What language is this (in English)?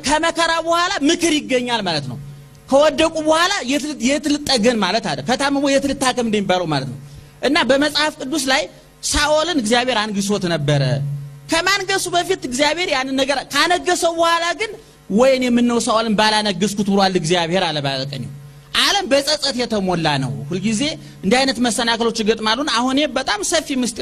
Amharic